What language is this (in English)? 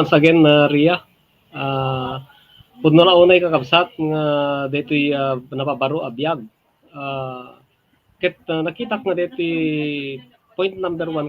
Iloko